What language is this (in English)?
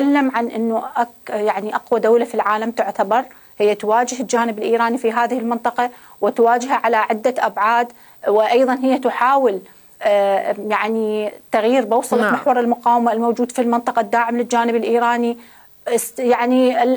Arabic